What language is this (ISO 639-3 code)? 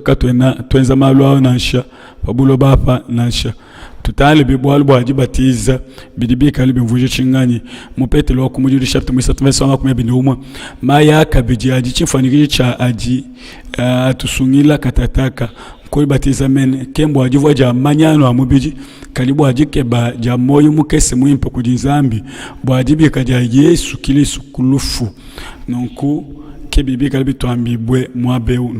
lua